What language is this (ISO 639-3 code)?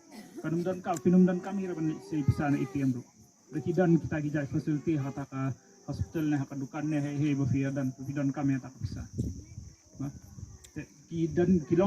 kha